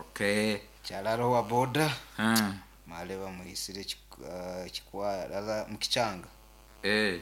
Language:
Nyoro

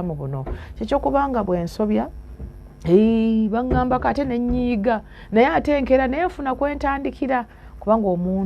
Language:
Ganda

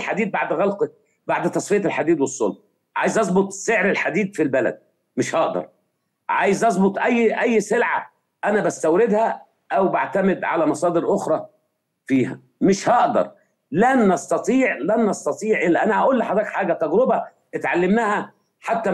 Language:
Egyptian Arabic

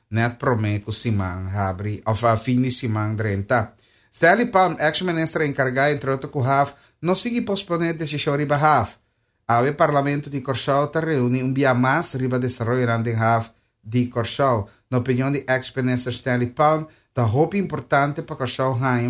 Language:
Papiamento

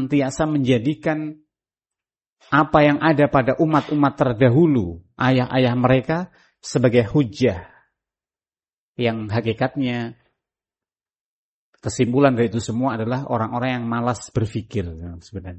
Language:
Indonesian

